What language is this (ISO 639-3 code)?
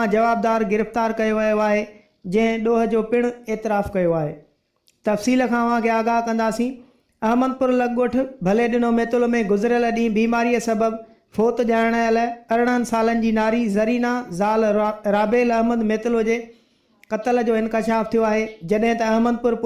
snd